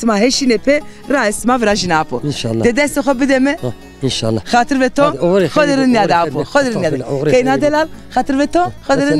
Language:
Zaza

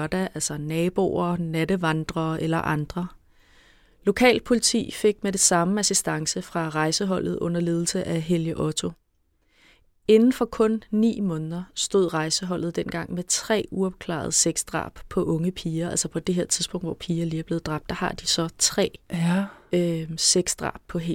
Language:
Danish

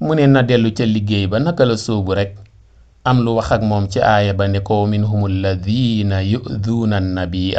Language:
Wolof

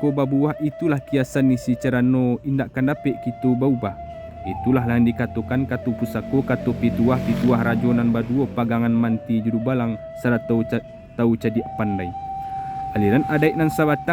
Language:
Minangkabau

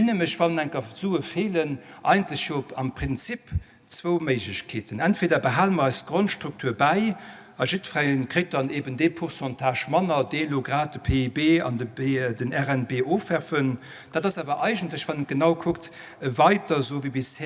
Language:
Luxembourgish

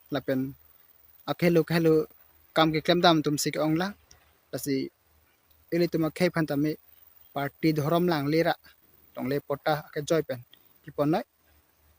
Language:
Karbi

